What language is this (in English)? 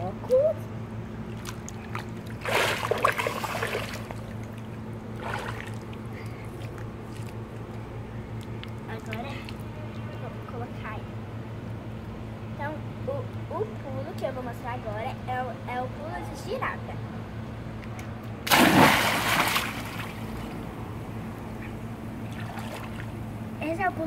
Portuguese